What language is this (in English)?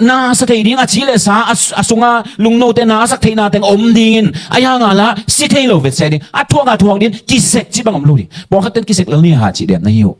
Tedim Chin